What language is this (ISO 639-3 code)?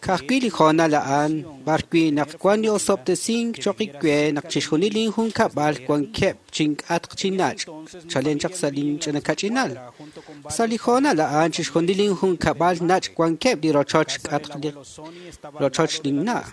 kek